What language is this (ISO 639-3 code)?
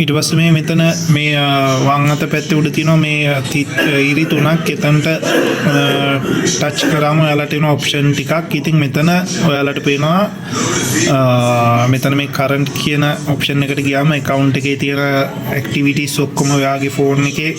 sin